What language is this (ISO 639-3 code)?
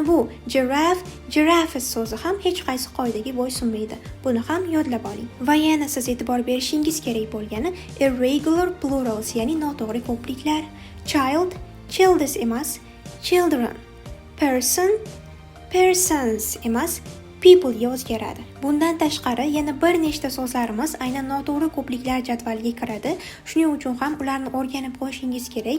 uzb